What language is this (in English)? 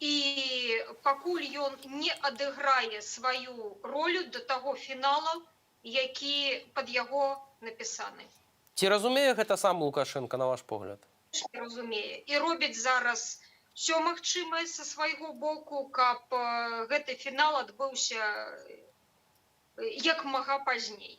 Belarusian